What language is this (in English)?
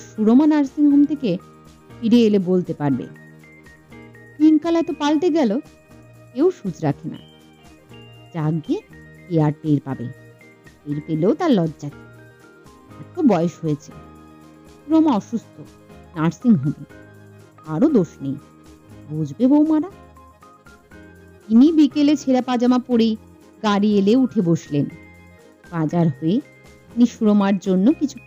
Bangla